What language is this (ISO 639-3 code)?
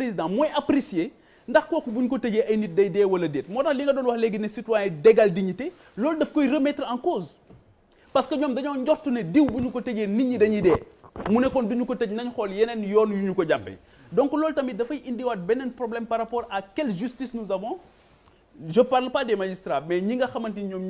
wol